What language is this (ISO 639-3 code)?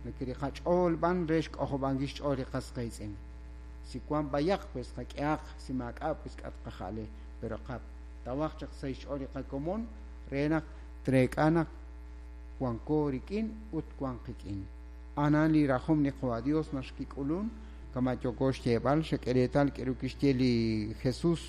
kek